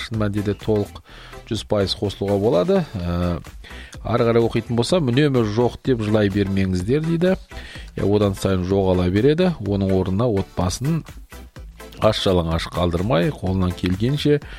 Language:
Kazakh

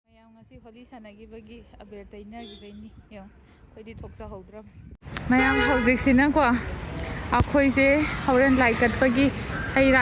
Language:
Manipuri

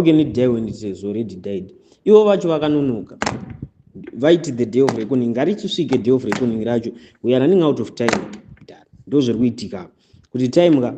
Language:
Shona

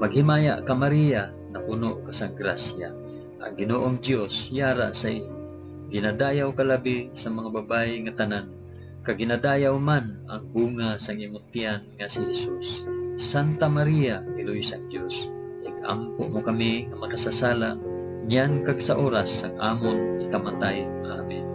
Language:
Hiligaynon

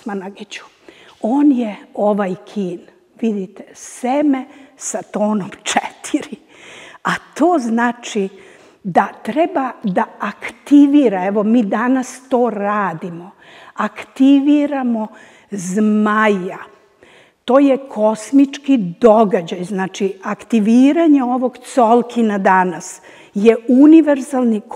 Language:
Serbian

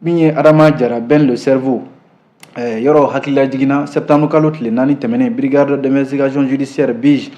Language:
Bambara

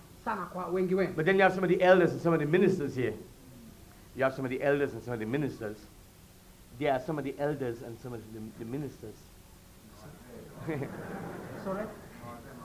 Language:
Swahili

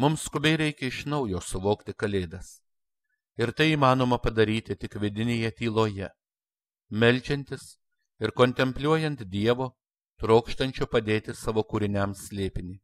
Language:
Lithuanian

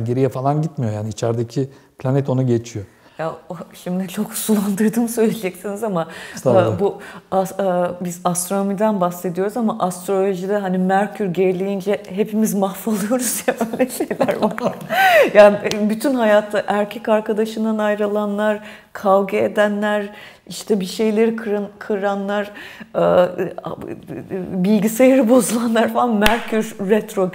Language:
Turkish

